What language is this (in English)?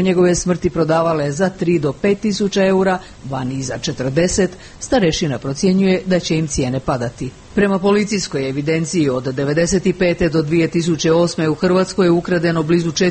Croatian